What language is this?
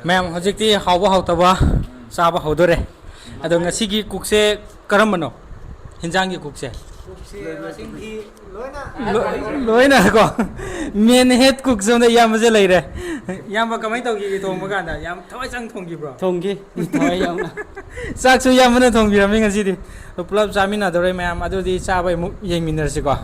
Manipuri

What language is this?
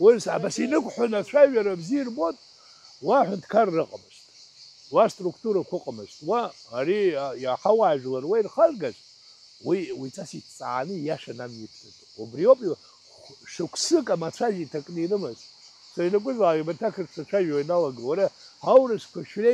Abkhazian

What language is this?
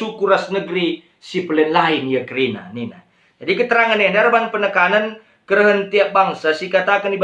Batak Karo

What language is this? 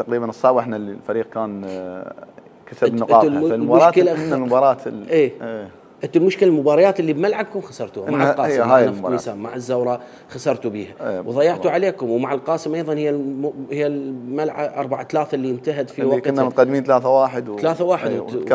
Mesopotamian Arabic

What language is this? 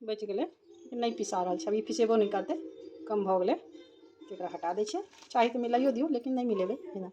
Maithili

